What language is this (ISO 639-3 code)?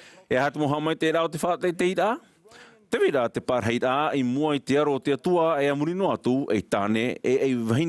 tah